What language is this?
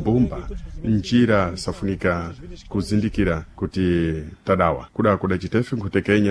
Sena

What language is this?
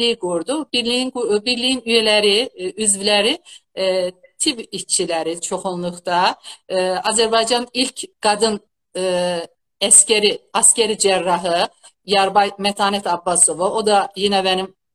South Azerbaijani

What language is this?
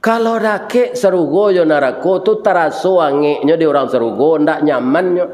Minangkabau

